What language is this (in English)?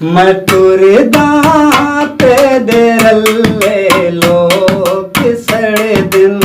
Saraiki